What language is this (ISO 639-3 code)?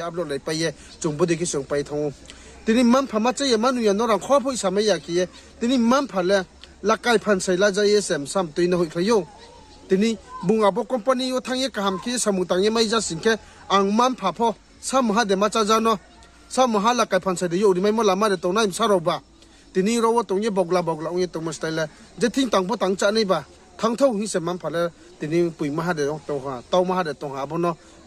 ria